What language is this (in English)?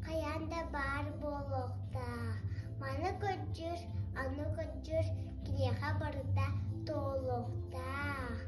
Yakut